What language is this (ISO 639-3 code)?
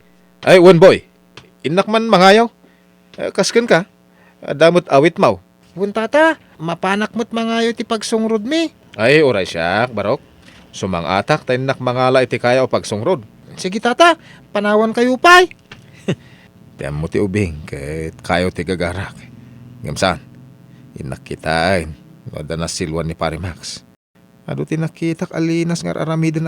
ilo